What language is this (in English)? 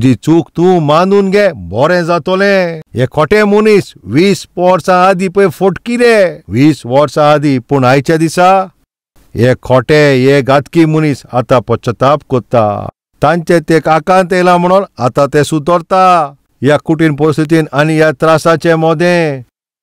Konkani